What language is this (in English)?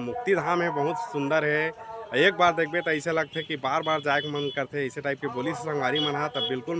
Chhattisgarhi